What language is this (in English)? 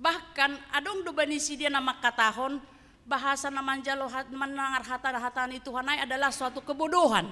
Batak Simalungun